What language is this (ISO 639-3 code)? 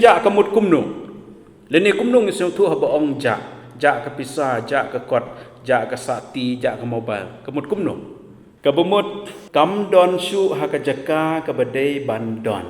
kha